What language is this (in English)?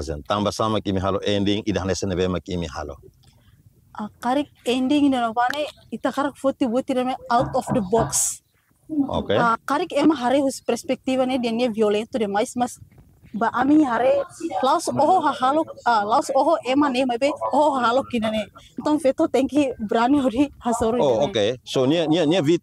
Tetum